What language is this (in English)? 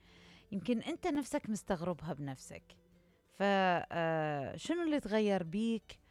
Mesopotamian Arabic